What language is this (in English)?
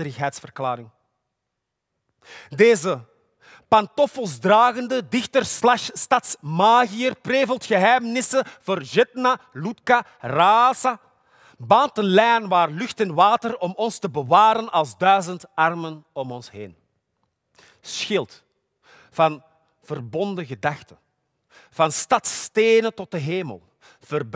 Dutch